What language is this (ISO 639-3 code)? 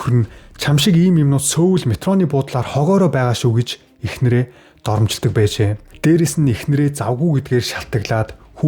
mon